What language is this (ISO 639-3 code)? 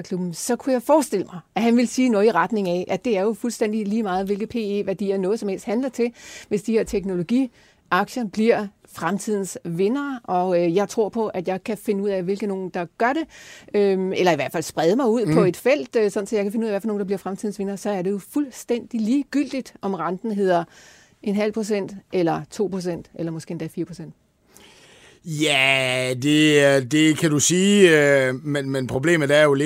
dan